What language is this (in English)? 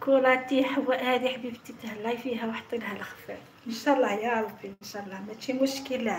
Algerian Arabic